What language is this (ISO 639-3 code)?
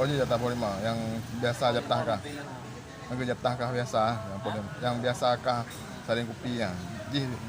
ace